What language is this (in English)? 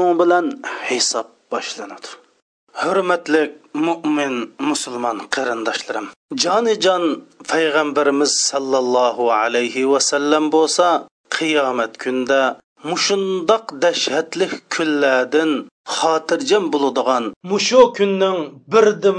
Uyghur